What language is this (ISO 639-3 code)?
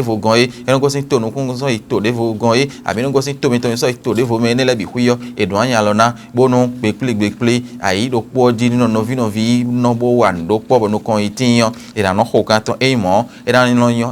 fon